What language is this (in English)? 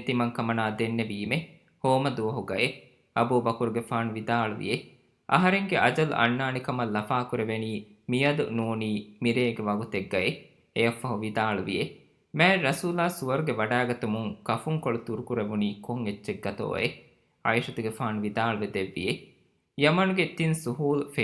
Divehi